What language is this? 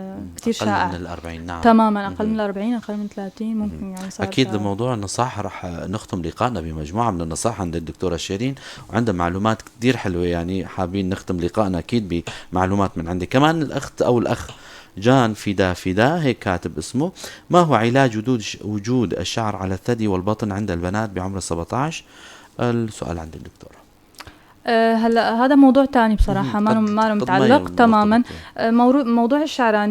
North Levantine Arabic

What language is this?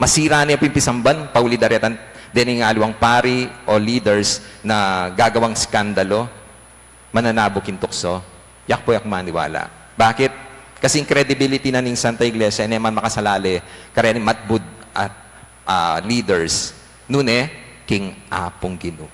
Pampanga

